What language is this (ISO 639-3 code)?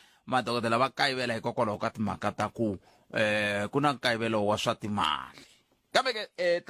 tso